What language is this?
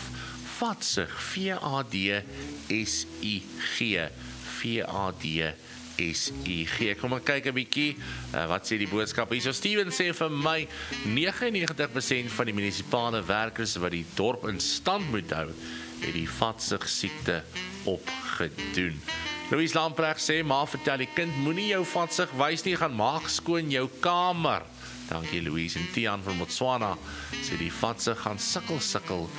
Afrikaans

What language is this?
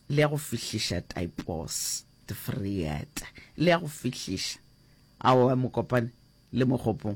Northern Sotho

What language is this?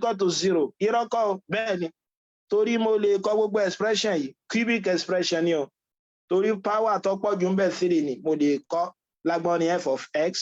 Yoruba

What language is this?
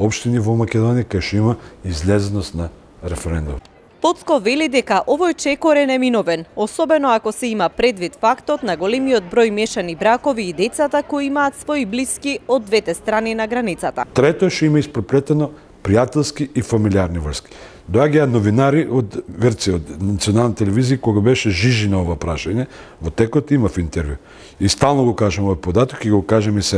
Macedonian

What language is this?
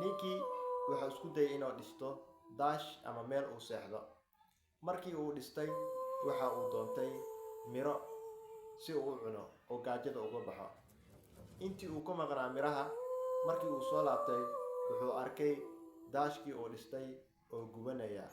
Somali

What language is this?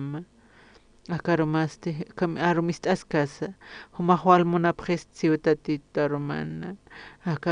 Aymara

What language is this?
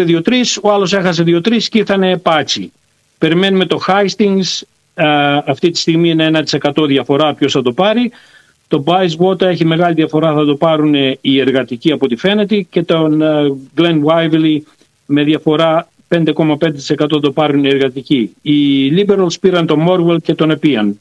Greek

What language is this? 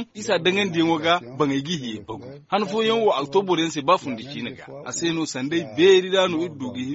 Zarma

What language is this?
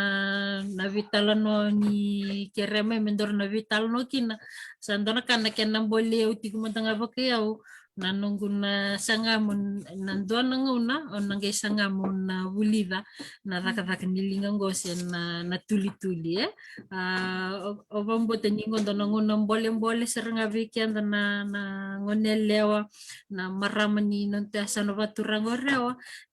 Fijian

